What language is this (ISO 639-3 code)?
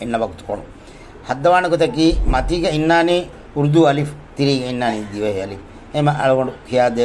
div